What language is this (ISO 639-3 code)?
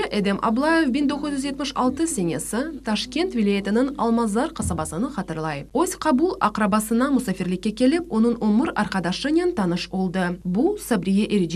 crh